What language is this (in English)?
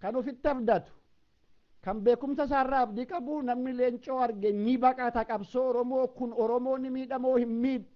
Oromo